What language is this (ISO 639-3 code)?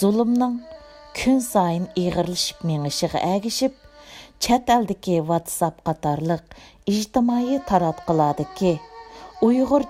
uig